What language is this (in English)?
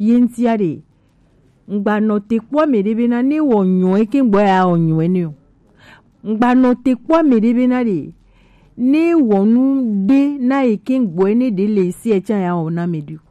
Gen